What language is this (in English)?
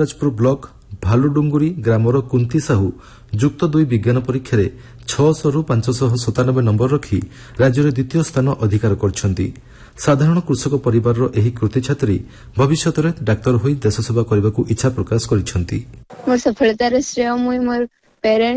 Odia